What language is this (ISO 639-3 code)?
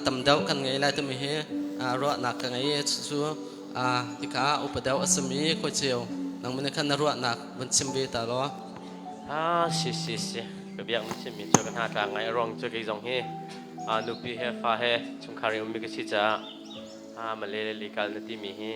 cnh